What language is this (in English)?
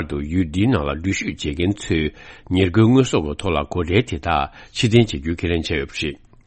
Tibetan